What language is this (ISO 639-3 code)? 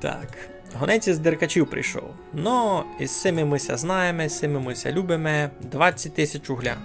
rue